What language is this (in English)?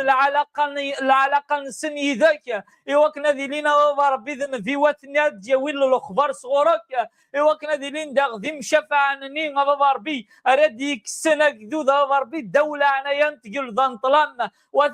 Kabyle